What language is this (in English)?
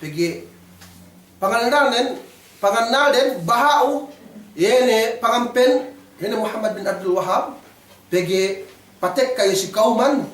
Yakan